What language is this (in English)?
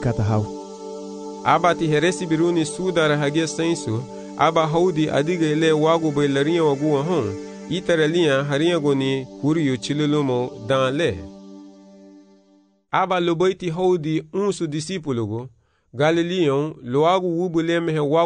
Garifuna